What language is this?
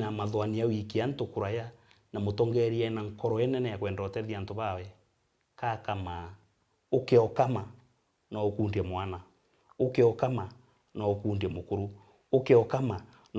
Meru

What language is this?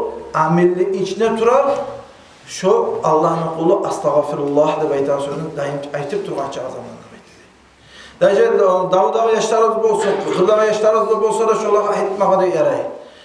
Kumyk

